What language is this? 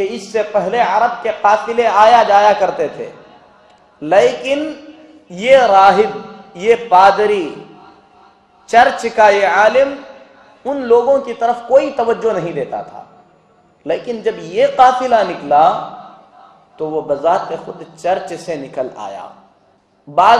Urdu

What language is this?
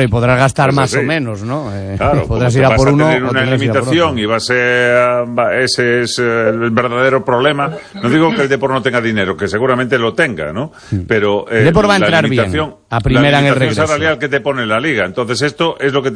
Spanish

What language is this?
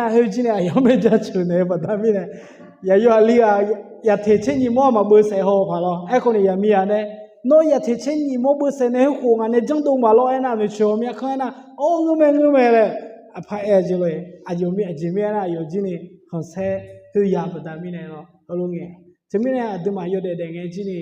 Akha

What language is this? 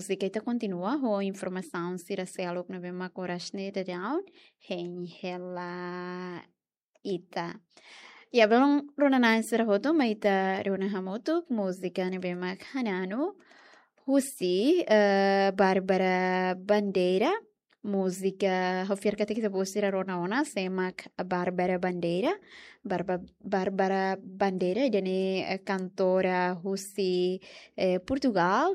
Tetum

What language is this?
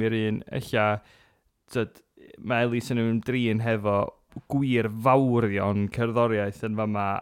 Welsh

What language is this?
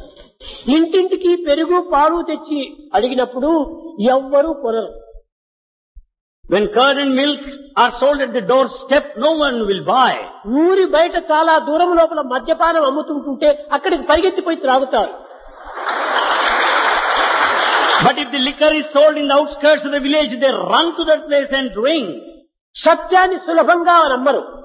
Telugu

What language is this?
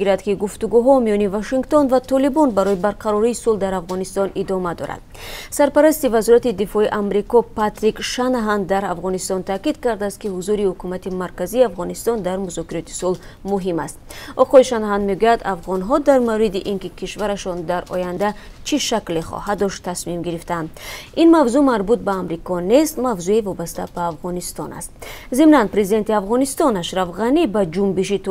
Tajik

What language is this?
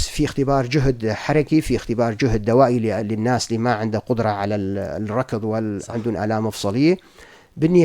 North Levantine Arabic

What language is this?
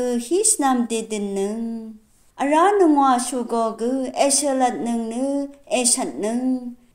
Rawang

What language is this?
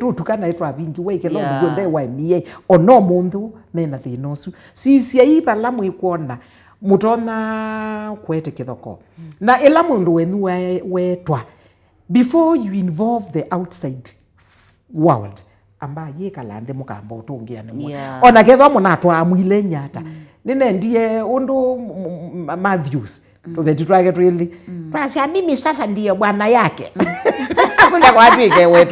Kamba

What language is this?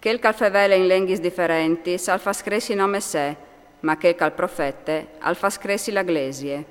Friulian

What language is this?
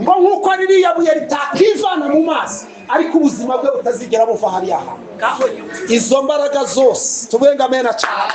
Kinyarwanda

